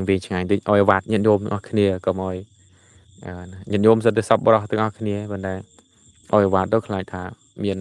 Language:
Khmer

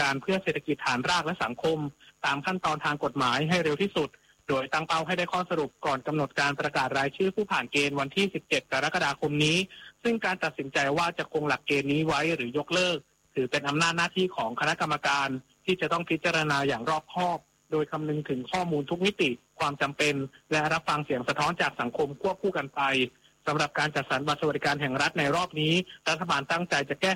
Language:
Thai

